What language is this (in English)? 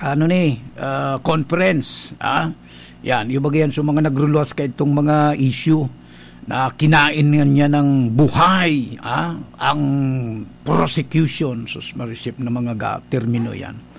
Bikol